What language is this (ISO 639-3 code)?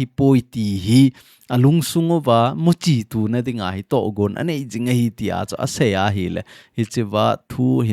tcz